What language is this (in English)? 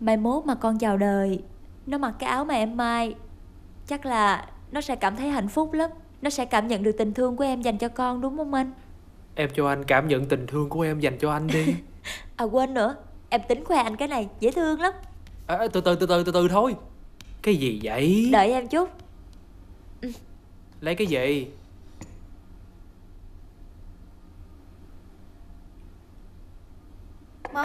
Vietnamese